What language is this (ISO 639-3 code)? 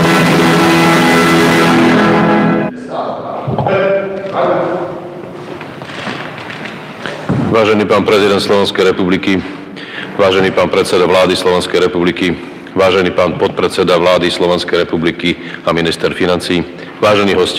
slk